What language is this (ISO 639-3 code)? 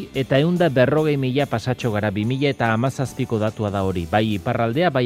eus